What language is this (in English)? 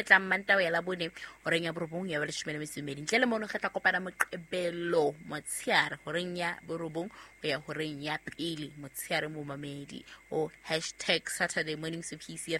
Southern Sotho